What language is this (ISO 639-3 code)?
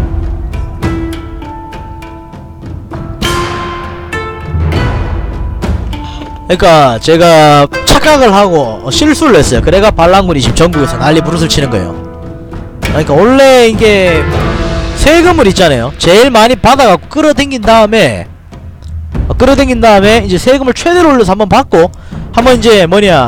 kor